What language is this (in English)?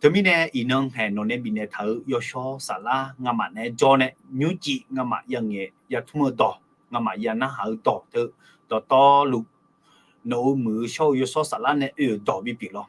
Akha